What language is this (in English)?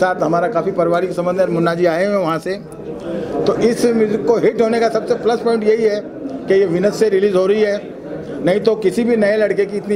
Hindi